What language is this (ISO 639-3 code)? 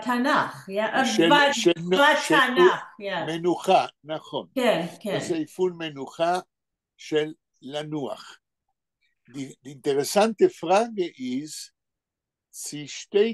yid